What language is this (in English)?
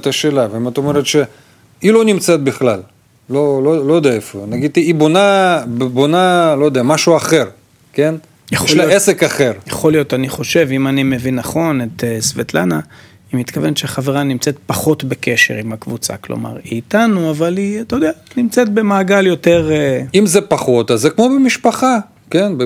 Hebrew